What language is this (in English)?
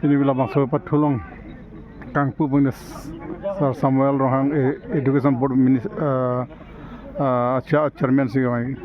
Karbi